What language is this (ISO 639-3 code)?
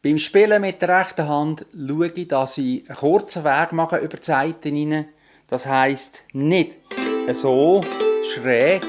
gsw